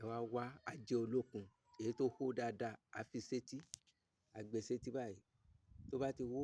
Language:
Yoruba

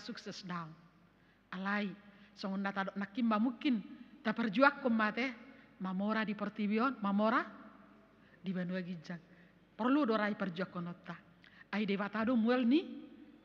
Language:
Batak Toba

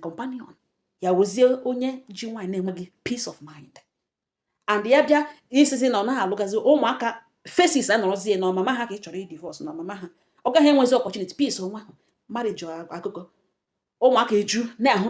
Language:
Igbo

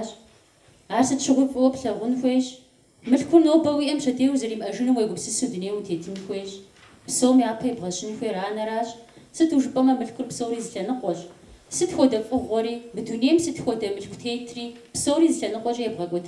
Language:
Kabardian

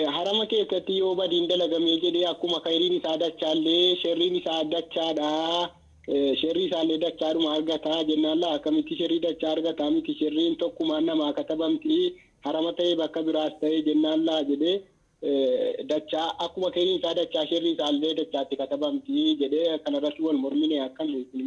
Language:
Oromo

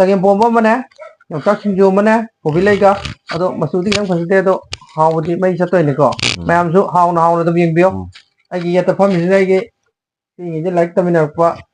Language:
Manipuri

